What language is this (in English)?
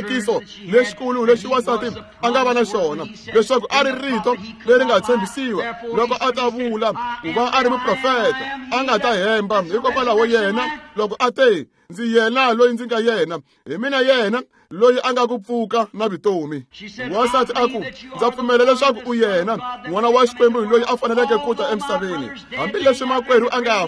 Tsonga